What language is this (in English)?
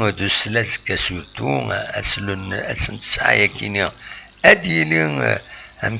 Kabyle